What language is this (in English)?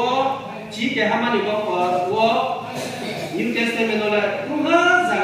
Riang (India)